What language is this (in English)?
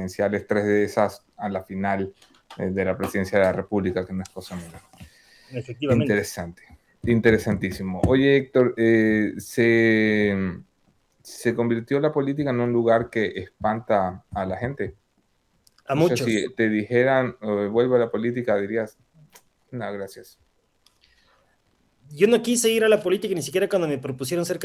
Spanish